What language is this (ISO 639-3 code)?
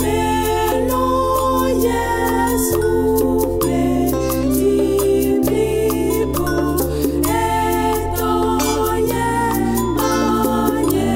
ewe